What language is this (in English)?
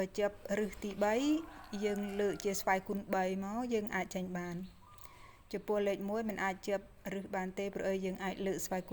Khmer